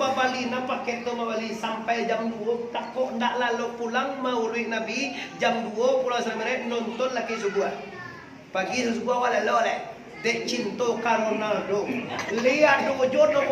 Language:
Minangkabau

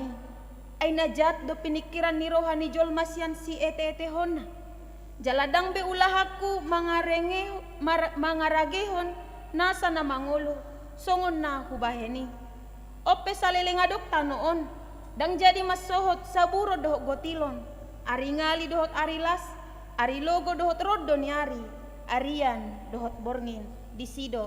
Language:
Batak Toba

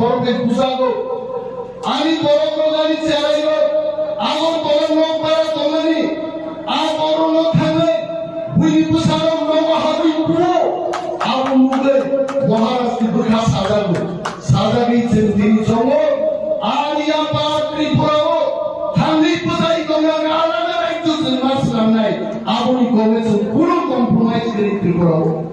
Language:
Kok Borok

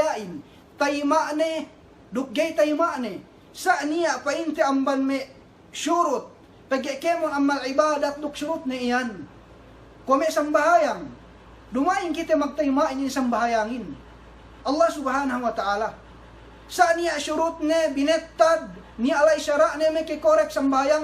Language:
Yakan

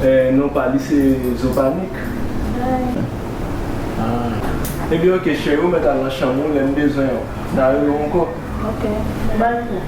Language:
Haitian Creole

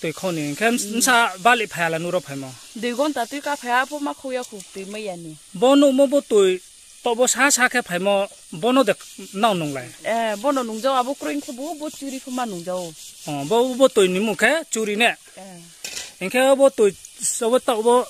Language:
Riang (India)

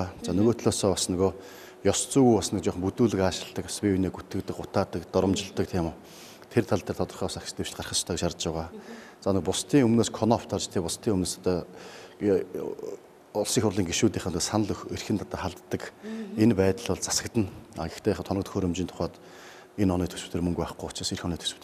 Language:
Mongolian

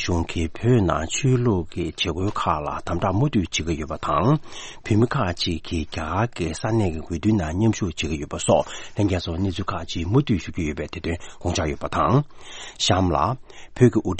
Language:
Tibetan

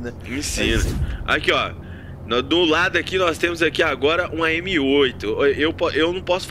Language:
Portuguese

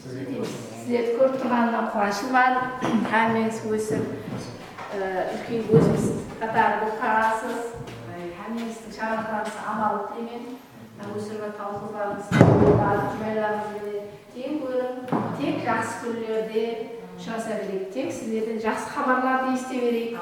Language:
Kara-Kalpak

